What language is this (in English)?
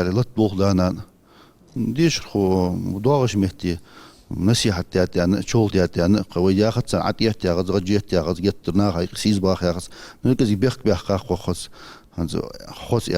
Ingush